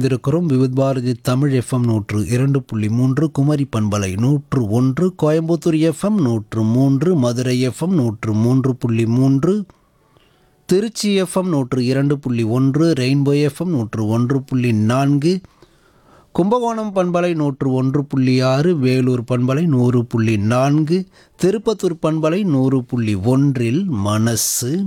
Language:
Tamil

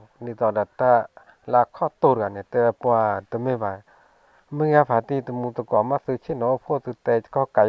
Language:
S'gaw Karen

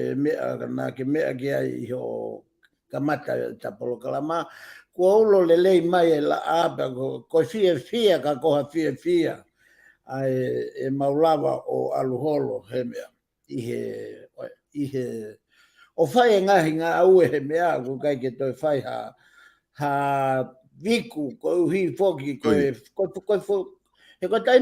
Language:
Tongan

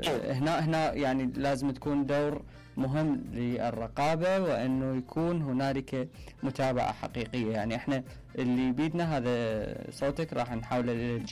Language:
Mesopotamian Arabic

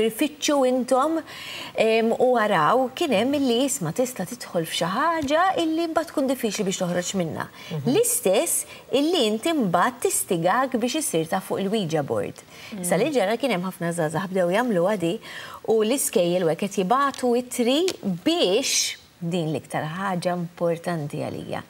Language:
Maltese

